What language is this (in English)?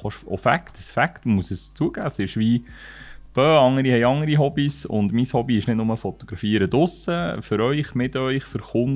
Swiss German